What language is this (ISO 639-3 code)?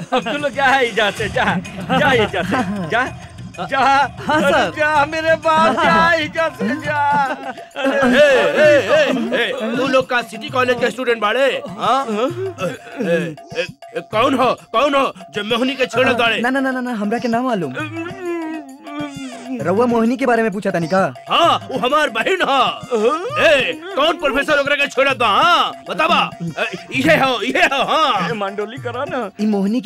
bho